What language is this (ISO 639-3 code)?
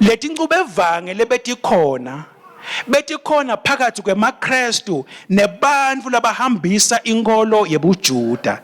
ssw